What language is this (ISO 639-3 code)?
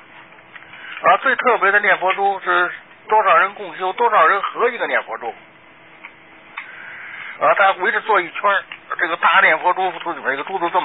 zho